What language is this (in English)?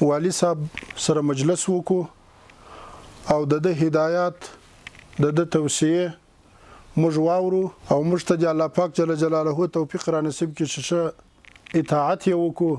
Pashto